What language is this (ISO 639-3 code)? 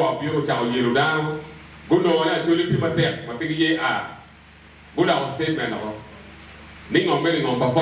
ach